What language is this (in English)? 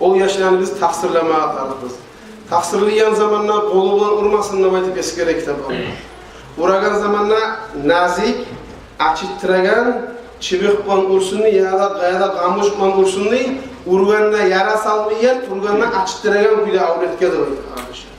Kumyk